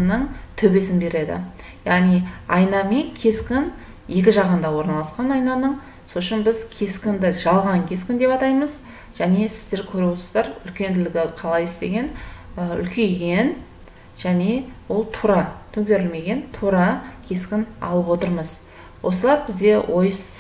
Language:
Kazakh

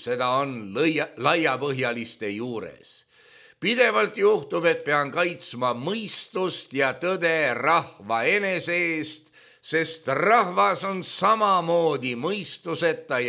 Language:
Estonian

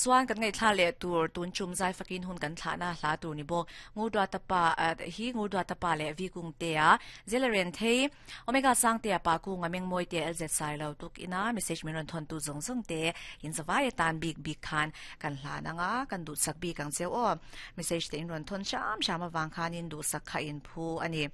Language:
Mizo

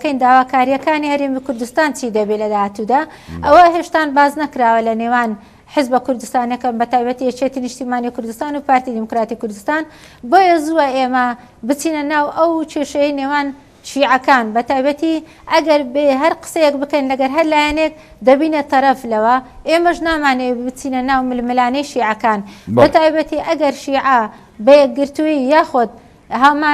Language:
Central Kurdish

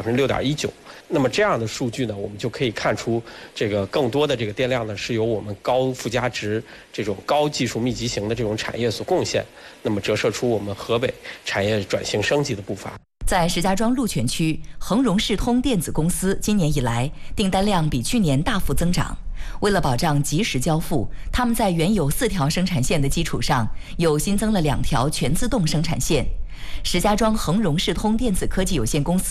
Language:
Chinese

